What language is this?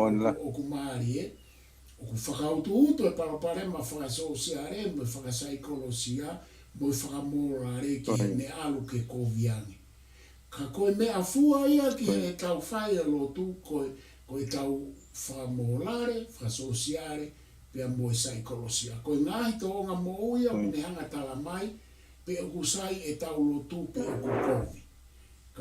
Tongan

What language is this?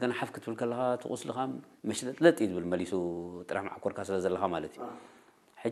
Tigrinya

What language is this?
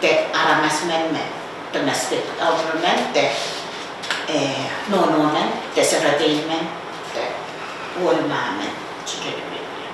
Pohnpeian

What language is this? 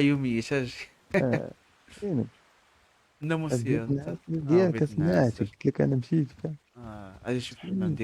Moroccan Arabic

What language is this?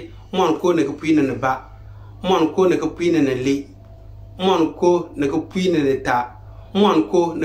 Konkomba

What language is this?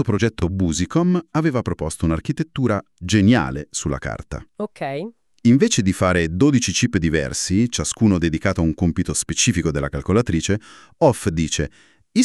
Italian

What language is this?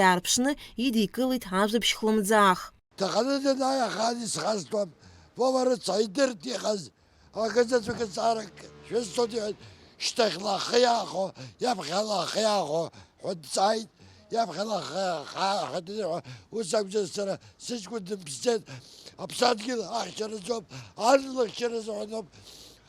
Abkhazian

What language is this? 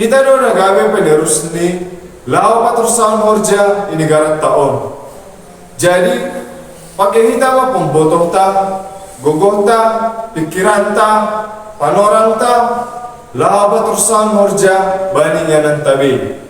Batak Simalungun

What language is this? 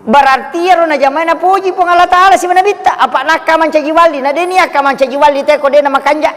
Buginese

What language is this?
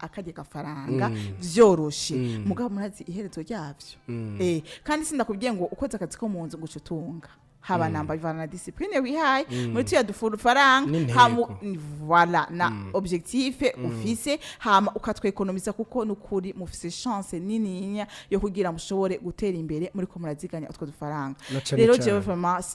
Rundi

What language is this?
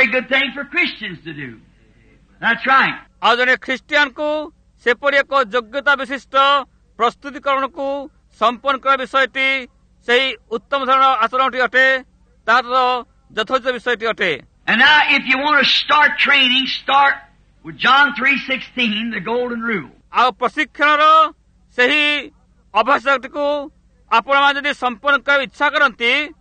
Odia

